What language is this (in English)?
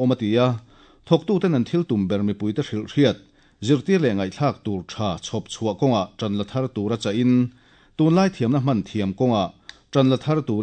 Mizo